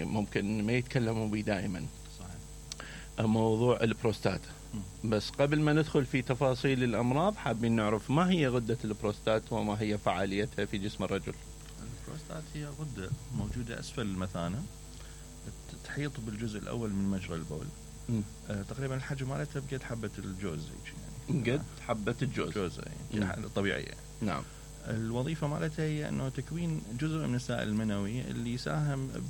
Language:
Mesopotamian Arabic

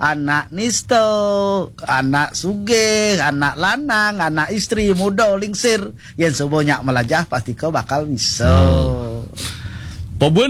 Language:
Balinese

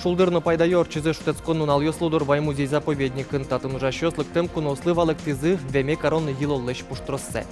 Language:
Udmurt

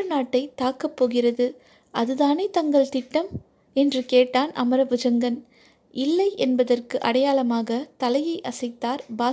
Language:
Tamil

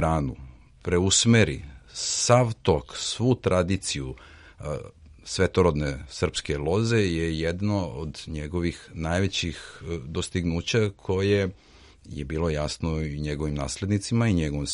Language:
Serbian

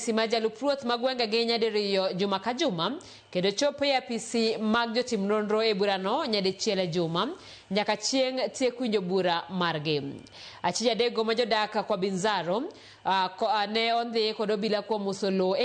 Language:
Luo (Kenya and Tanzania)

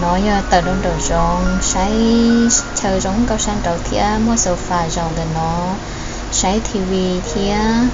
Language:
Hmong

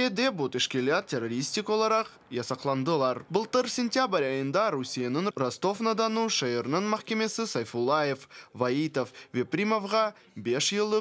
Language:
Crimean Tatar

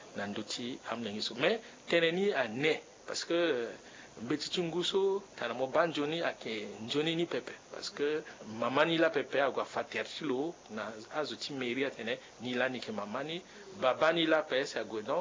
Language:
Sango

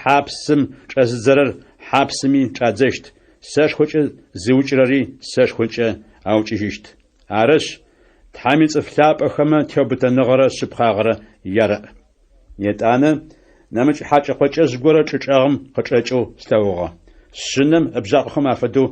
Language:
Adyghe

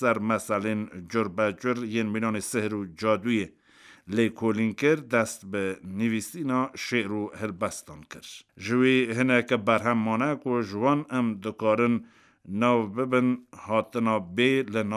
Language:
Kurdish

